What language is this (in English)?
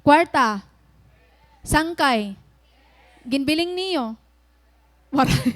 Waray